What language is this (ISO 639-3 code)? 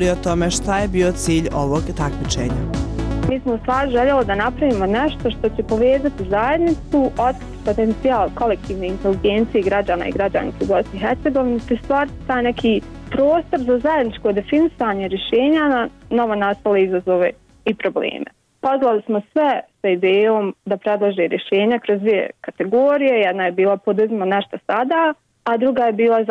bos